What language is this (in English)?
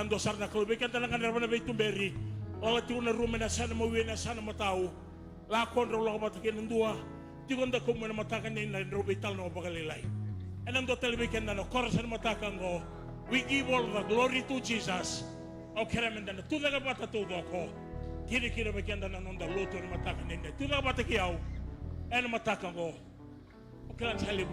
Fijian